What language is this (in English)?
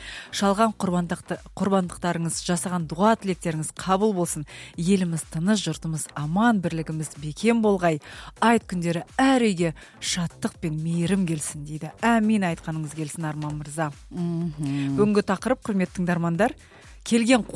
Kazakh